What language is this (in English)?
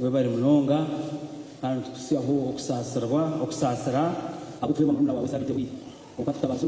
Nyankole